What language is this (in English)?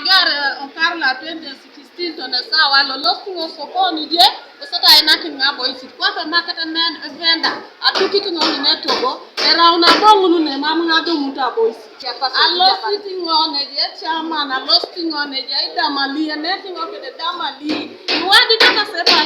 Teso